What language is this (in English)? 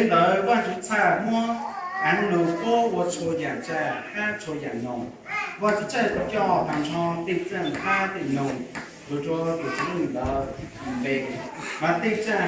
Hmong